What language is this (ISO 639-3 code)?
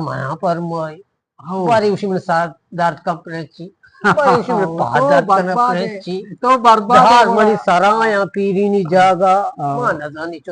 bgp